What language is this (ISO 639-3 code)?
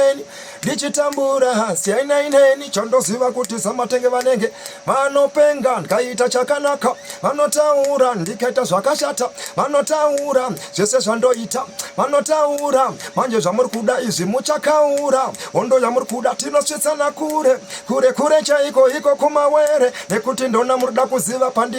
sna